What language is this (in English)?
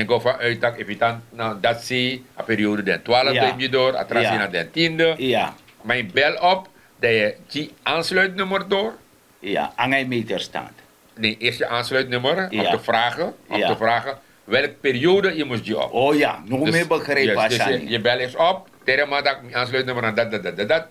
Sranan Tongo